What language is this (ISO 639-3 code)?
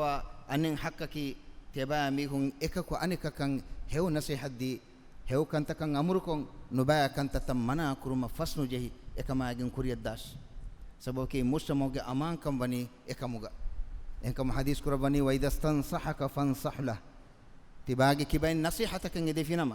div